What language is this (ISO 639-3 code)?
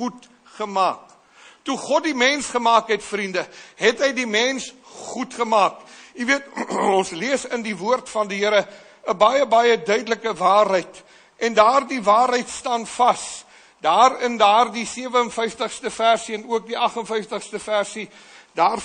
afr